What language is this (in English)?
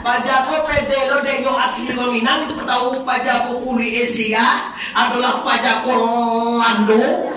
Minangkabau